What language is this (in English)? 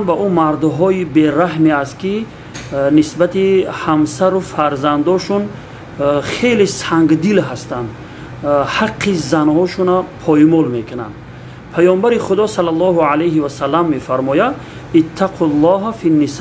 Tajik